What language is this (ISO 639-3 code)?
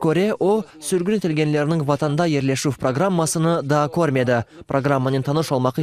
crh